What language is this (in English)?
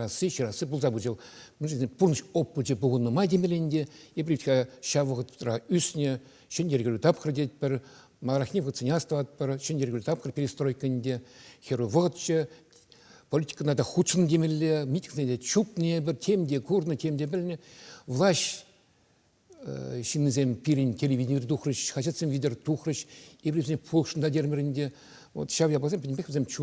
Chuvash